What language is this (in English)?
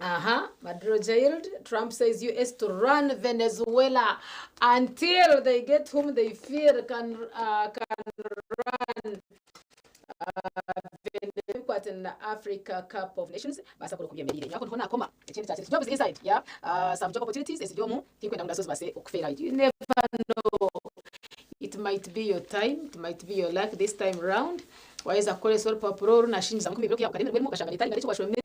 Nyankole